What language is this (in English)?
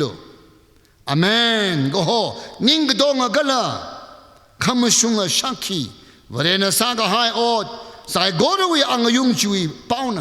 Tangkhul Naga (India)